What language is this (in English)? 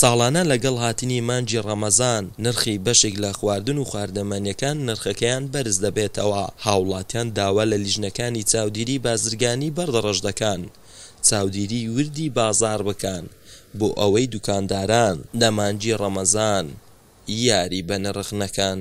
Central Kurdish